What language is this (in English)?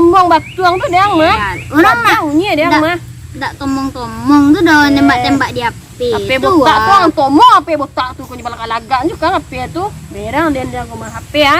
Minangkabau